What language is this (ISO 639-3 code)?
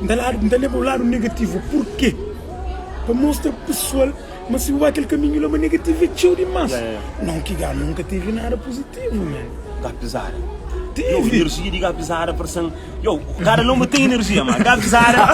kea